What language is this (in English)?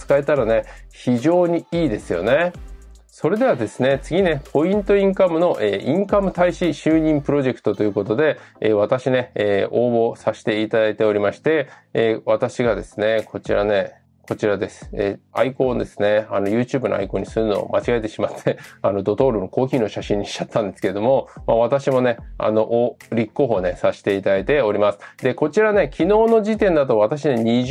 Japanese